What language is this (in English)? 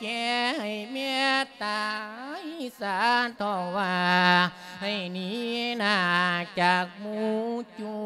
Lao